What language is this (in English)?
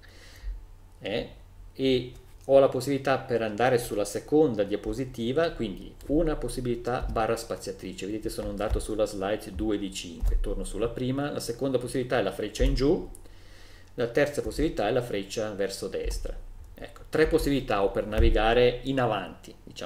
Italian